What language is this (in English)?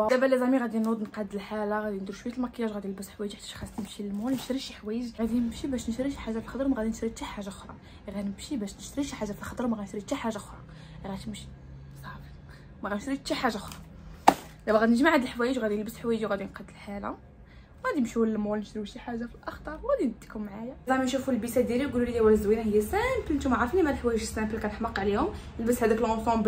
Moroccan Arabic